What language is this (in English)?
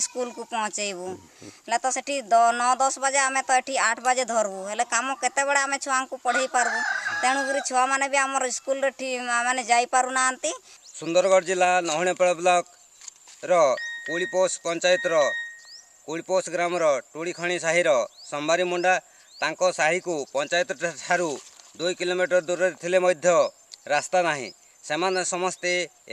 Odia